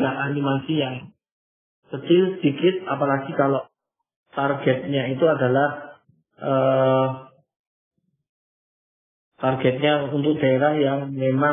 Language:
Indonesian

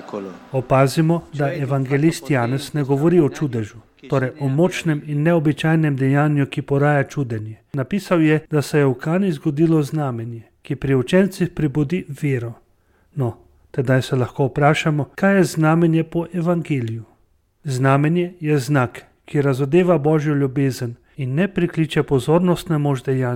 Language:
Slovenian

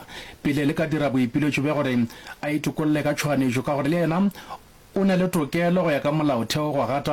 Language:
Northern Sotho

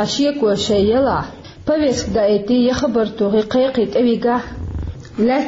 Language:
Chechen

